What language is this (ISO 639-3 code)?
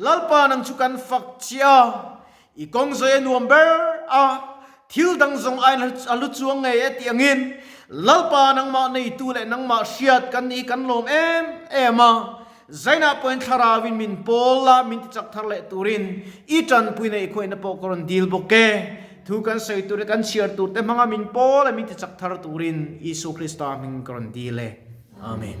lus